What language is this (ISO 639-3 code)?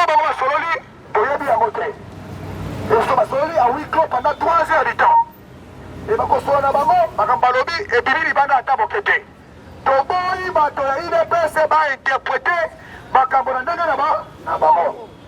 lin